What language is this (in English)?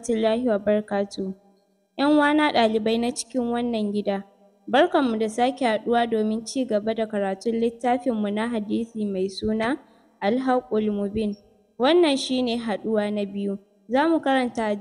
Hausa